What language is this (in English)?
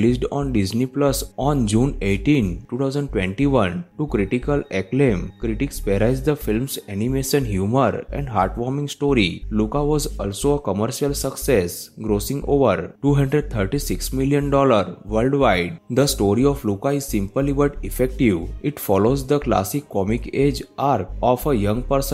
English